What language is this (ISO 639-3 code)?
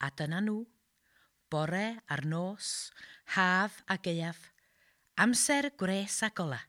cym